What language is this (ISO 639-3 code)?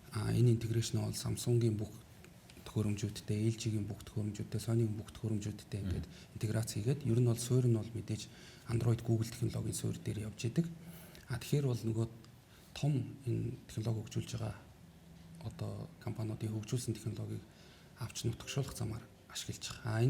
mon